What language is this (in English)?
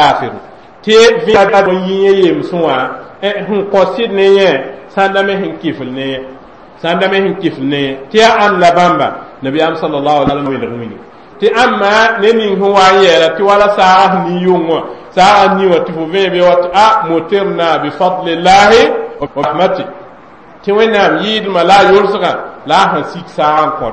Mossi